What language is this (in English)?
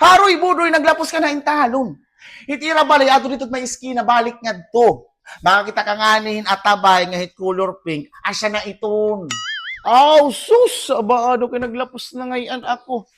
Waray